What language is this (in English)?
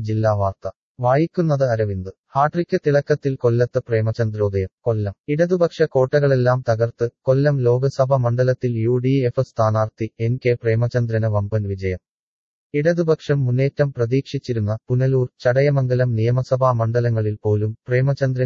Malayalam